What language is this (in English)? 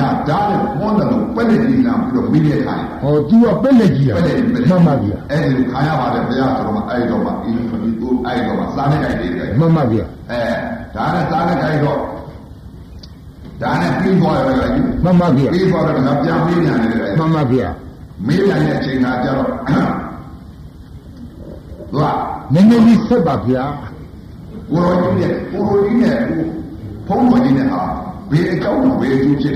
Burmese